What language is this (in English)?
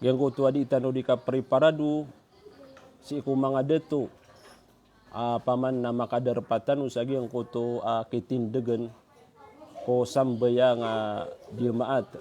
Maranao